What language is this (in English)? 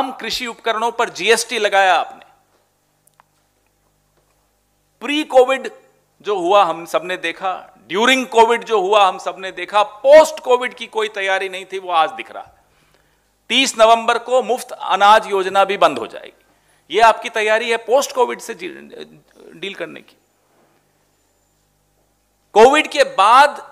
Hindi